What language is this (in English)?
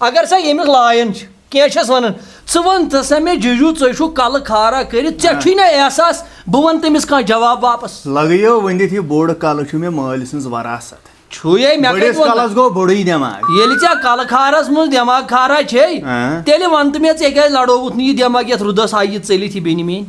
Kashmiri